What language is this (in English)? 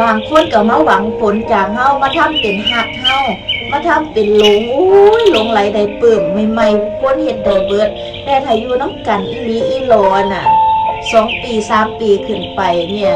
Northeastern Thai